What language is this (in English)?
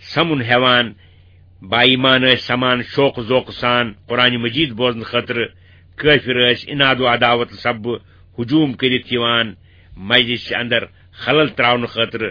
Kashmiri